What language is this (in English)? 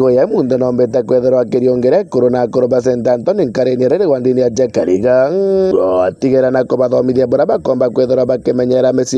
Meru